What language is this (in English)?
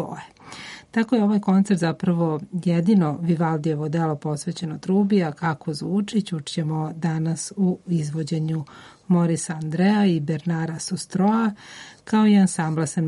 Serbian